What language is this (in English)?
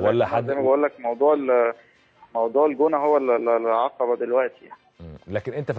Egyptian Arabic